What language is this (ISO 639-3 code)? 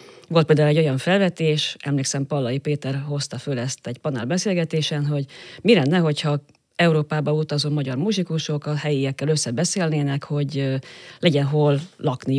hun